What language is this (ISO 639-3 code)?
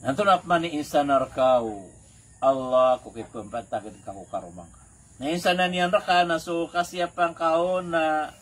mrw